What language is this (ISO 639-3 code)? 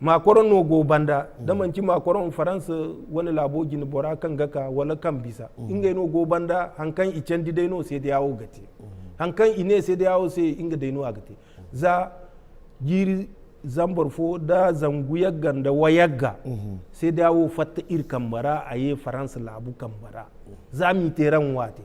dje